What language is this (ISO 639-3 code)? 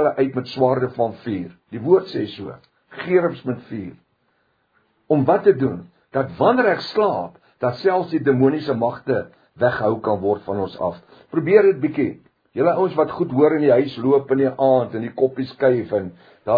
afr